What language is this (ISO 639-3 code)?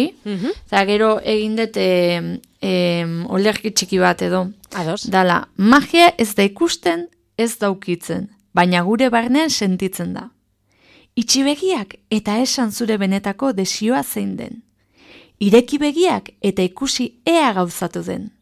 eus